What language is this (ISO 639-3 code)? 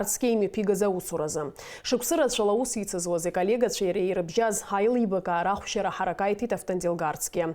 abk